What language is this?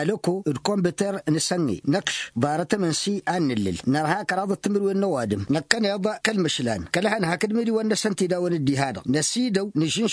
Tamasheq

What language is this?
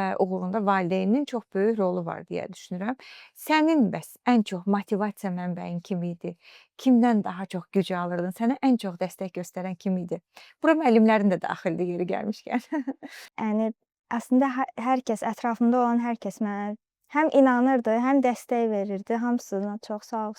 Azerbaijani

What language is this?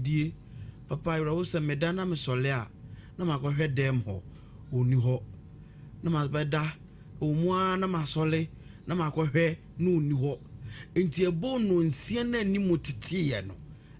Akan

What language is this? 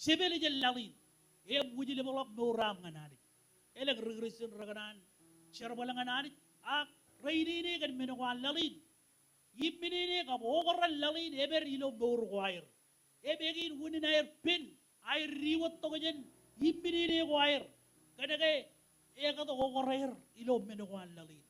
Marshallese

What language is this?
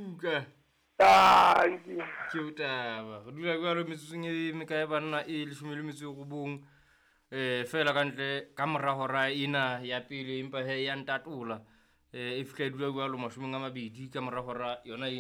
Southern Sotho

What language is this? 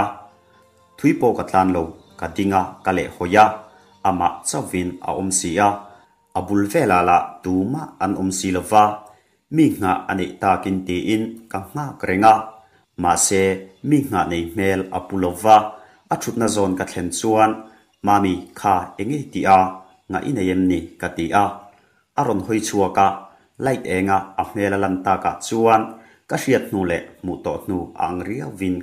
Mizo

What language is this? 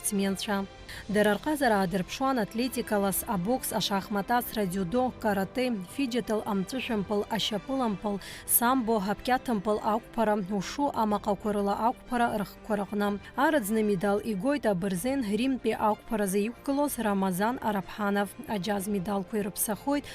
Abkhazian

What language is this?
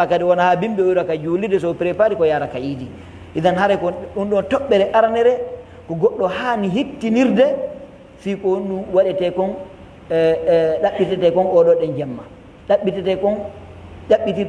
Fula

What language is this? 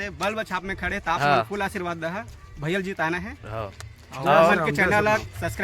Chhattisgarhi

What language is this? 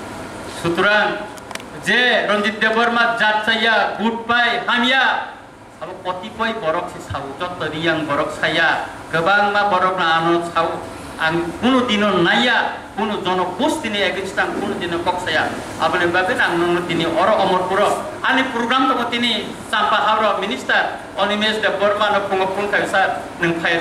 Kok Borok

